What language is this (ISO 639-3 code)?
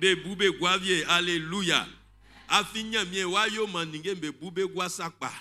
bci